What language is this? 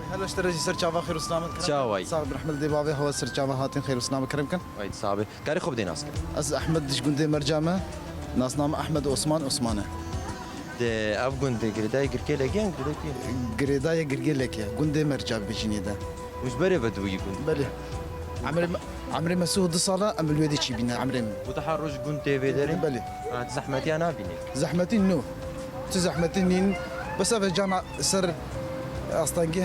Kurdish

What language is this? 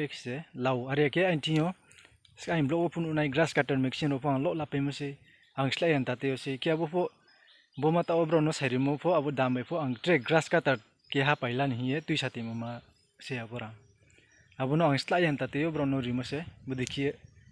Riang (India)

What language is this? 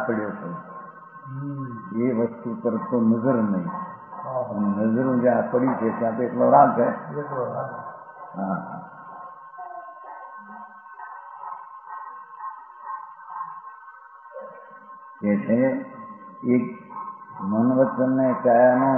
Gujarati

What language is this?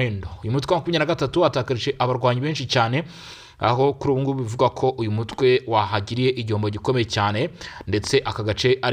Kinyarwanda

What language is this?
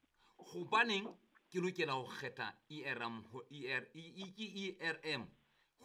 Southern Sotho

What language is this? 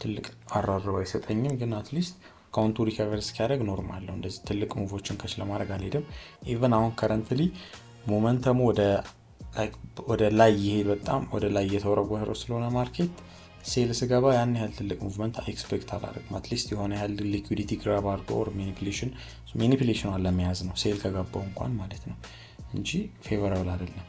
Amharic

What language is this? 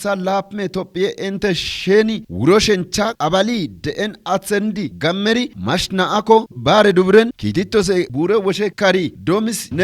Kafa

